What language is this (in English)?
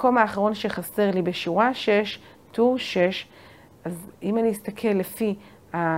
Hebrew